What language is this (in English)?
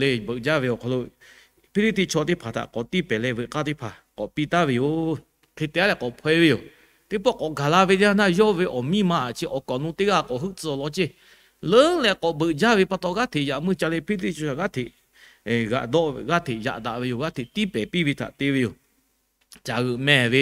Lahu